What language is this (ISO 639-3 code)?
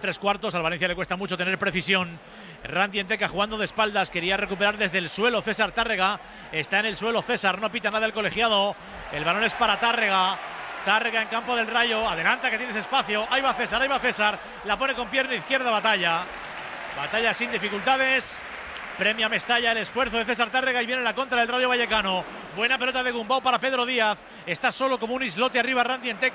spa